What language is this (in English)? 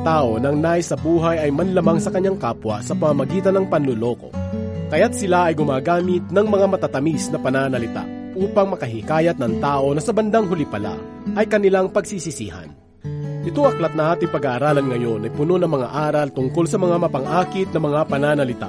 Filipino